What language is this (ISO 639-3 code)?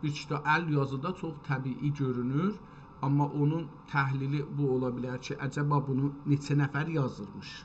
azb